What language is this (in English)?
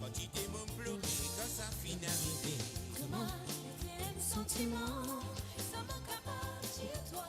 Morisyen